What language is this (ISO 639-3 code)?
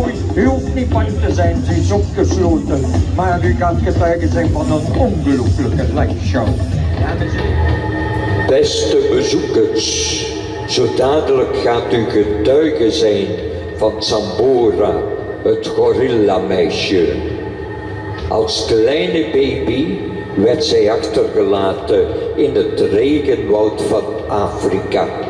nld